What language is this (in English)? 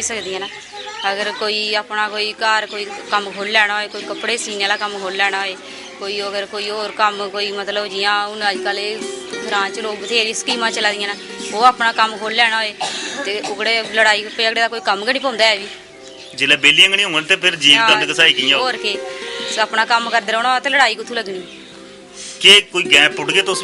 Dogri